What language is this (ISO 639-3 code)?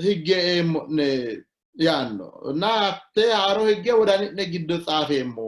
sid